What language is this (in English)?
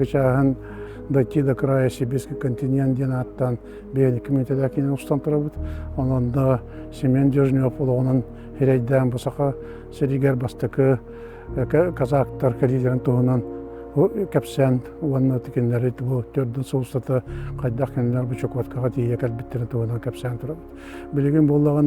Yakut